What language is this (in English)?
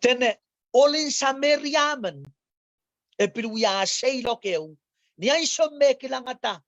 Pohnpeian